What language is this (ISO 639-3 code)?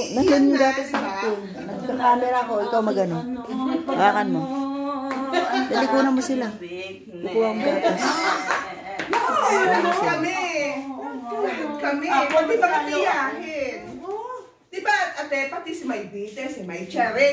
fil